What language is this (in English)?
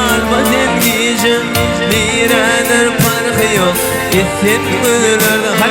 Turkmen